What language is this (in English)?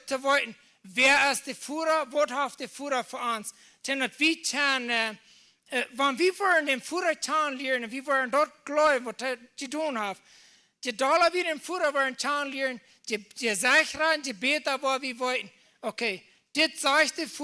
Plautdietsch